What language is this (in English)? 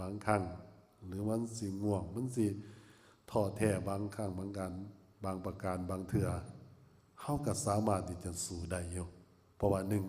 Lao